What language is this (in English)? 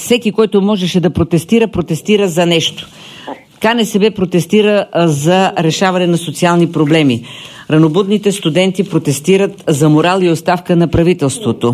Bulgarian